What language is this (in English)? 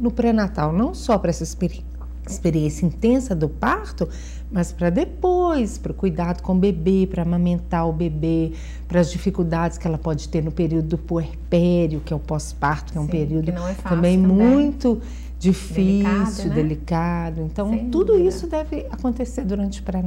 Portuguese